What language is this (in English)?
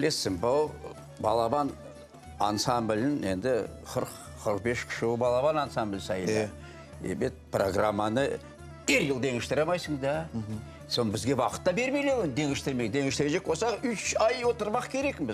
Crimean Tatar